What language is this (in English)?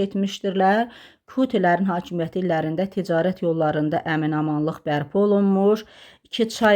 Azerbaijani